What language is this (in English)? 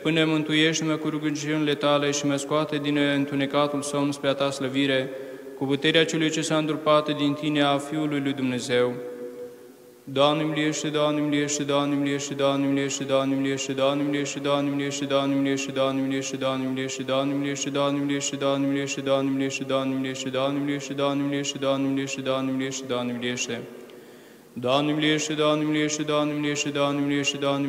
Romanian